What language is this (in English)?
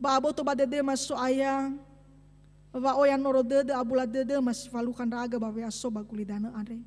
Nias